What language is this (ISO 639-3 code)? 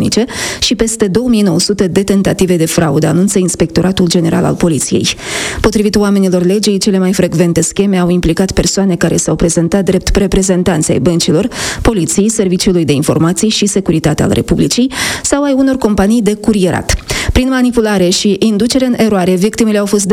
ron